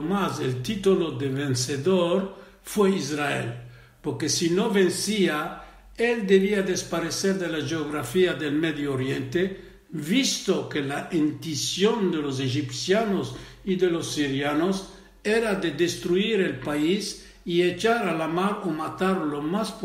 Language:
Ladino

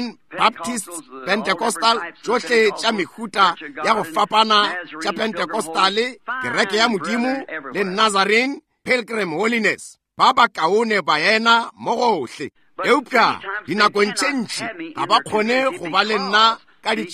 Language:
Northern Sotho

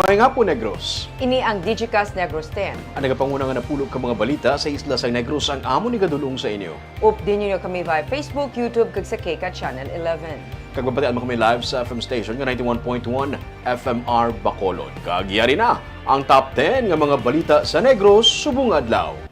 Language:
Hiligaynon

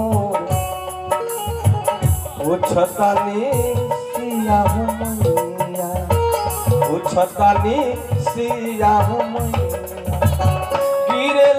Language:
Bhojpuri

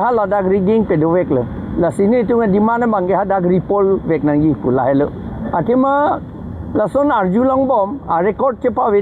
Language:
Karbi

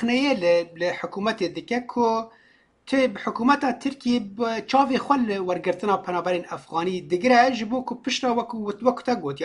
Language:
Kurdish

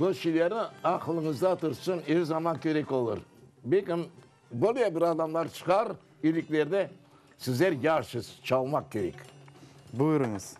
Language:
Crimean Tatar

